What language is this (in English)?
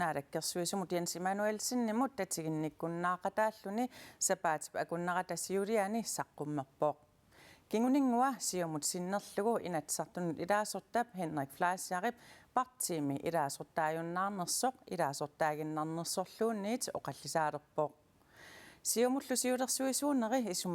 Kalaallisut